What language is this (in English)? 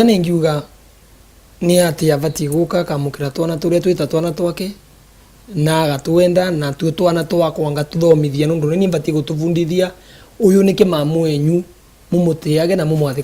Meru